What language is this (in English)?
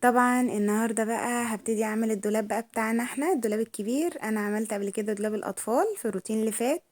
Egyptian Arabic